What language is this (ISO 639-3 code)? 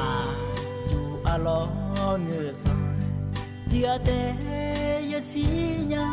ahk